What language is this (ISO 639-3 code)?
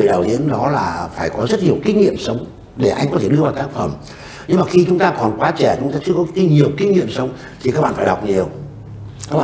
vie